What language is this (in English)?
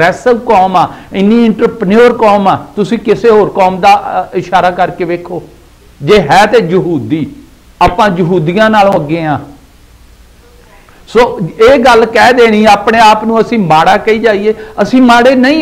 Punjabi